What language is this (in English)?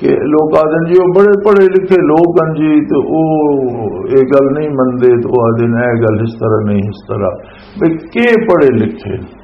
Western Panjabi